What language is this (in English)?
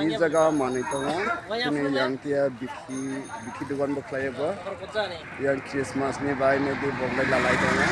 Kok Borok